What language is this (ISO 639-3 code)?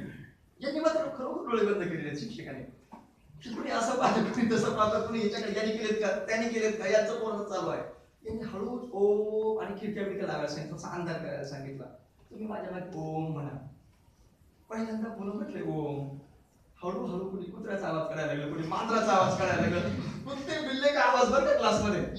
mar